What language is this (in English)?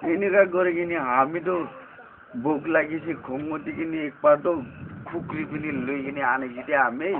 Naga Pidgin